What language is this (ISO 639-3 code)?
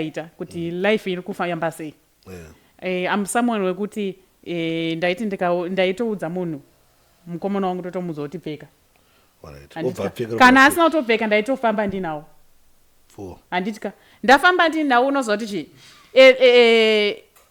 sna